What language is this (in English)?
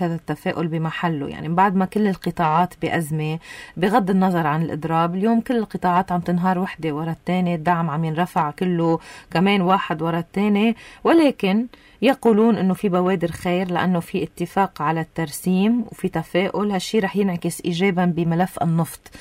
North Levantine Arabic